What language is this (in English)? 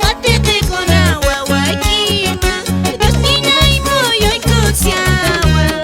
Quechua